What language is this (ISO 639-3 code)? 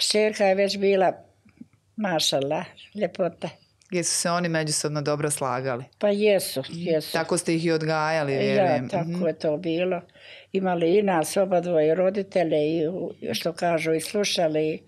bos